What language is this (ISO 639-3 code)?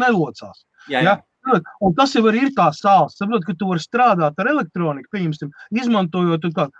lav